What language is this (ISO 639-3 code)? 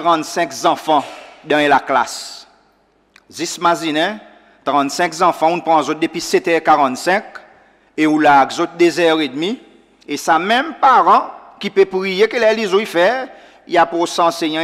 crs